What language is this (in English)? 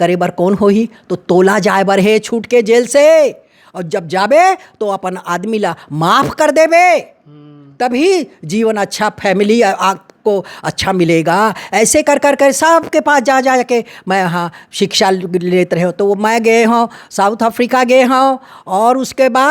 Chhattisgarhi